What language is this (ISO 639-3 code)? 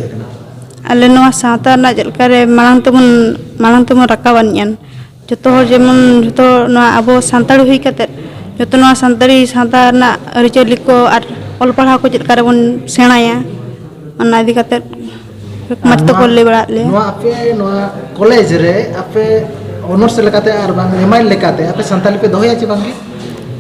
sat